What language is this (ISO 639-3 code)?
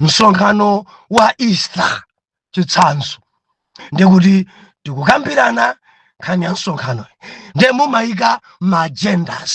nya